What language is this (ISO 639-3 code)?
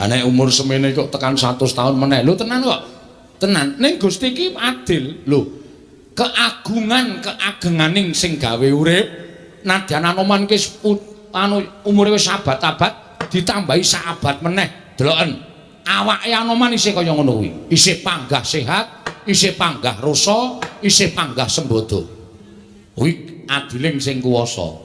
jav